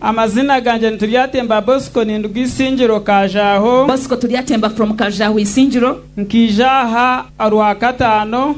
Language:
Nyankole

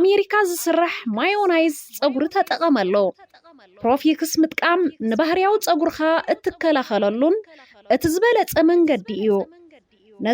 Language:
Tigrinya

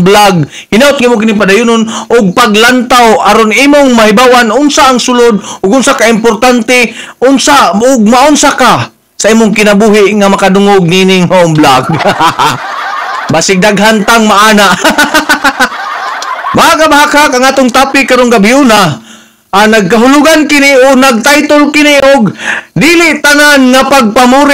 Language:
Cebuano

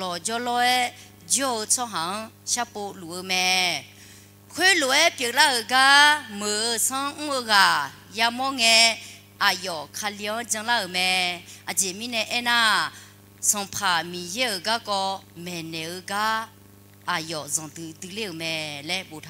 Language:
Akha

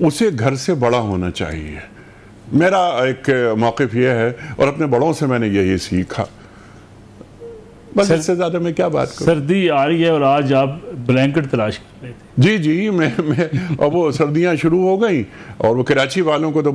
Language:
Urdu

